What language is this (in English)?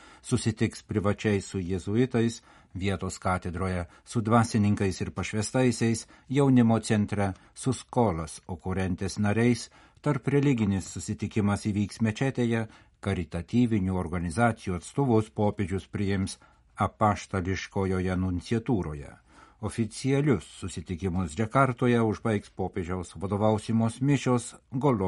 Lithuanian